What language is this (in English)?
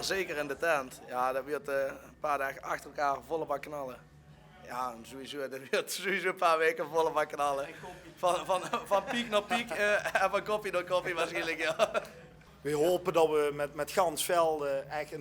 Limburgish